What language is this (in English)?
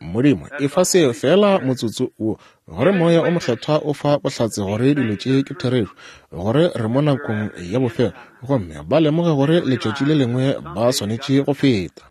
Northern Sotho